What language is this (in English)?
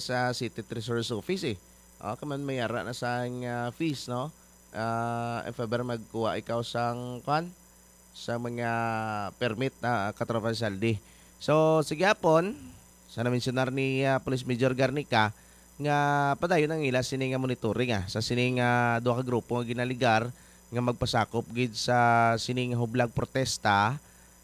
Hiligaynon